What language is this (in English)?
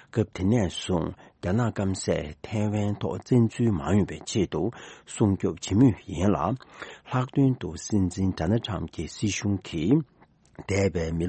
Tibetan